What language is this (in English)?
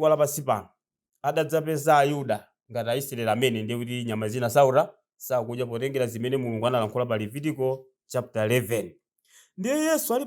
Nyanja